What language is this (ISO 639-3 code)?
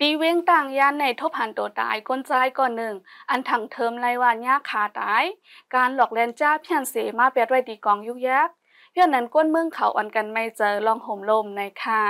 shn